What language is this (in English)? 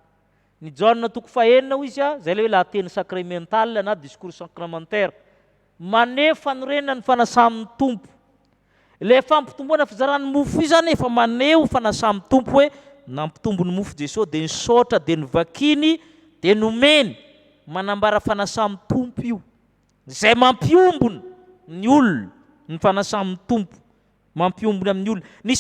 Malagasy